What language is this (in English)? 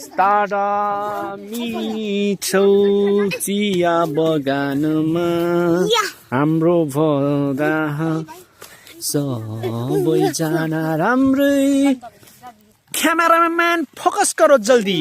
Nepali